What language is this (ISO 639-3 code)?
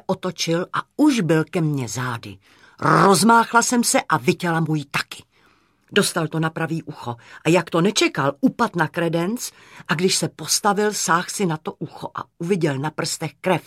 ces